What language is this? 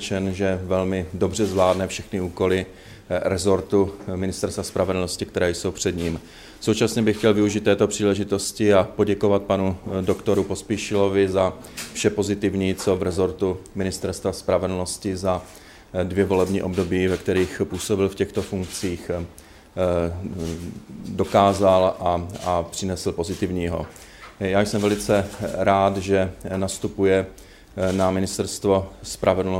Czech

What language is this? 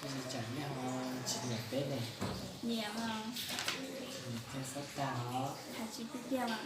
Hmong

